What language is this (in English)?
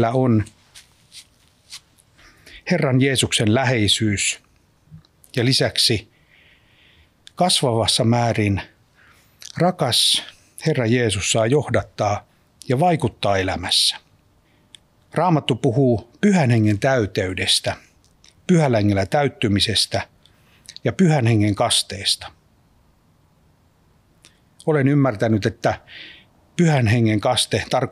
Finnish